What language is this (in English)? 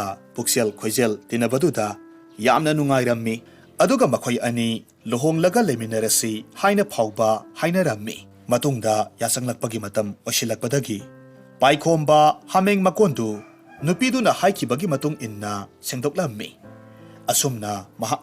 Manipuri